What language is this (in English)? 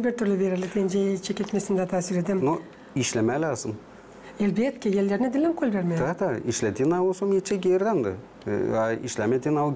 Gagauz